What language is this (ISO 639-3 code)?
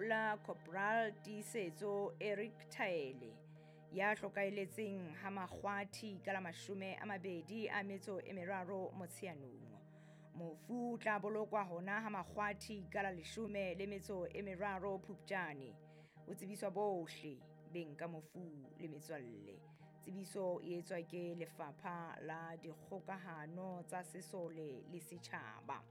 sot